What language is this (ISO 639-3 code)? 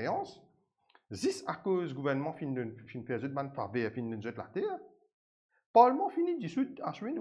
mfe